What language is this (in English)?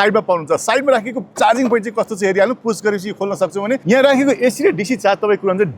Nepali